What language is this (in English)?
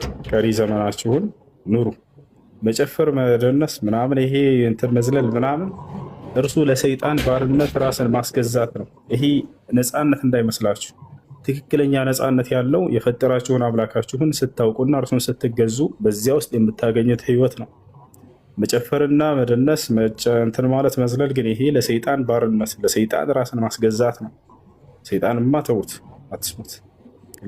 Amharic